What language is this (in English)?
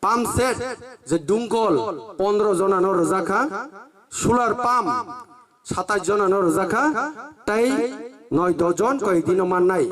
Kok Borok